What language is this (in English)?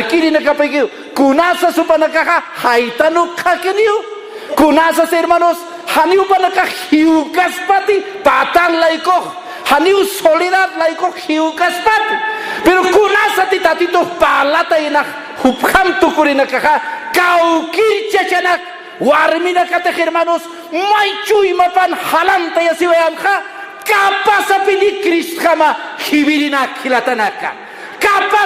Aymara